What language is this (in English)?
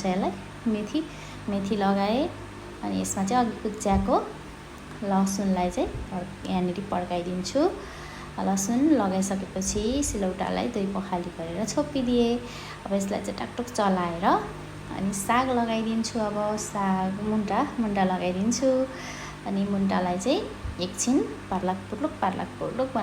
Nepali